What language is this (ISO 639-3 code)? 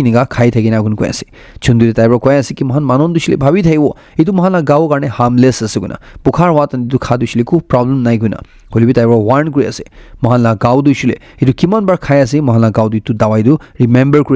nag